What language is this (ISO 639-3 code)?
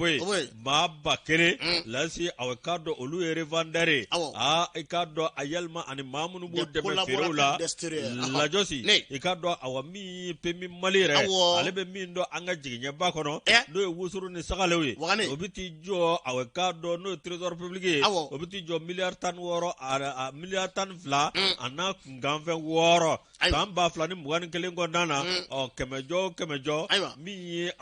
bam